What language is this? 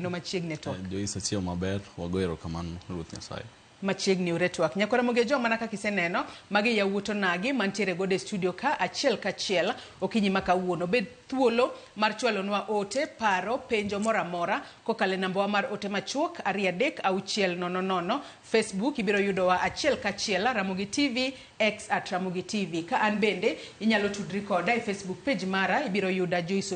Luo (Kenya and Tanzania)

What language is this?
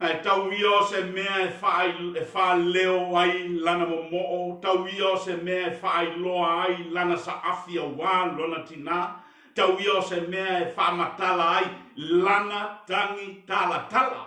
Samoan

